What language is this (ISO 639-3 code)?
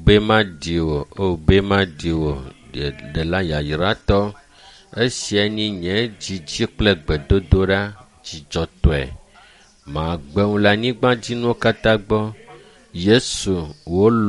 ewe